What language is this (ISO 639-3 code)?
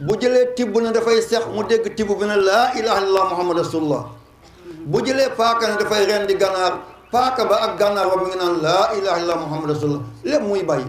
wol